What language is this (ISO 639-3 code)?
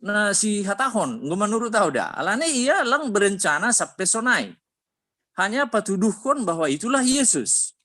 bts